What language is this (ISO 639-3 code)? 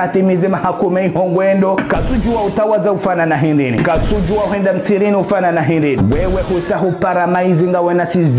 zdj